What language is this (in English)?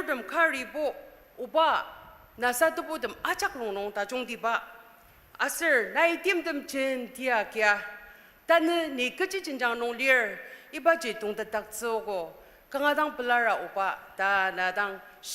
Ao Naga